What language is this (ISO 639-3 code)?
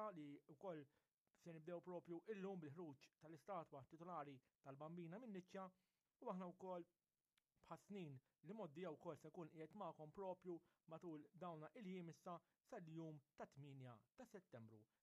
mlt